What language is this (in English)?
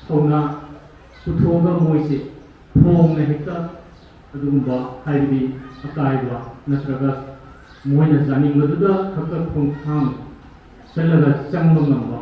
Manipuri